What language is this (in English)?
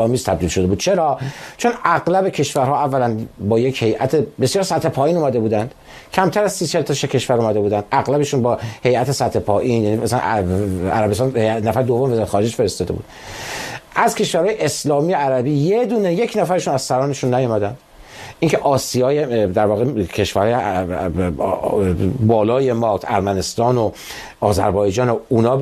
Persian